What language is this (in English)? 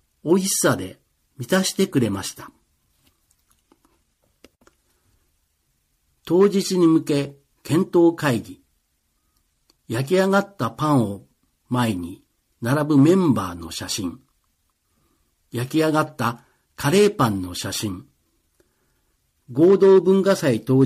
Japanese